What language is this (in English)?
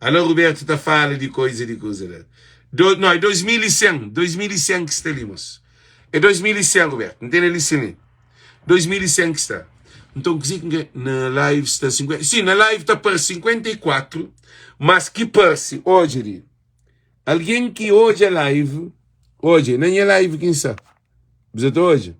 Kabuverdianu